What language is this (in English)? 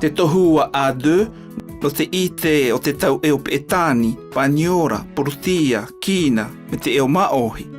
South Marquesan